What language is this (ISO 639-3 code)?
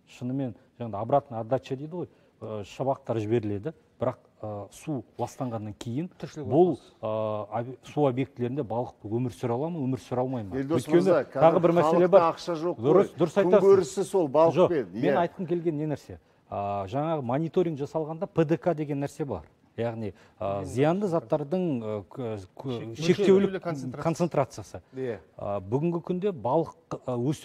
kaz